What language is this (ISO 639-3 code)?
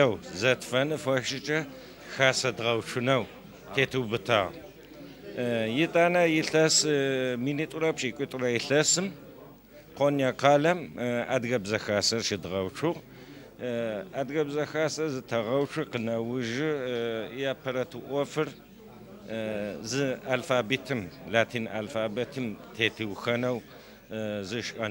ady